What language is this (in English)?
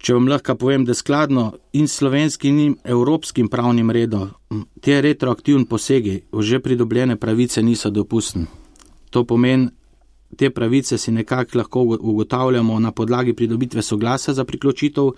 Slovenian